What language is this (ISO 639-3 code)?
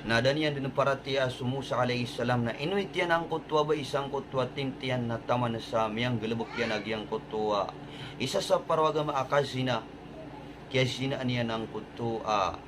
mrw